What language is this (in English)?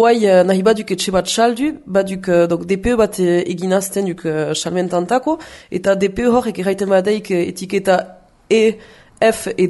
Basque